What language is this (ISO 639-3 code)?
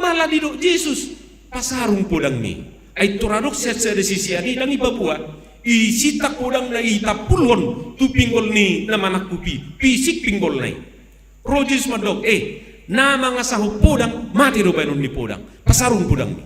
bbc